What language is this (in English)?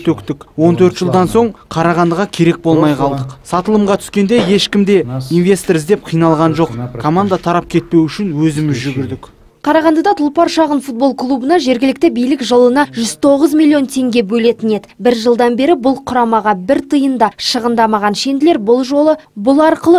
Kazakh